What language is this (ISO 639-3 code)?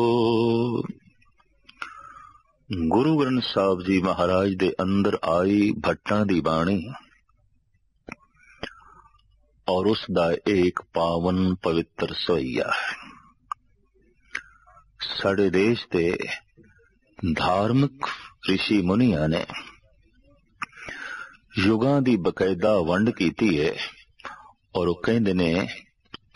pan